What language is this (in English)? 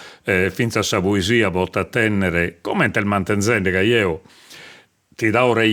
Sardinian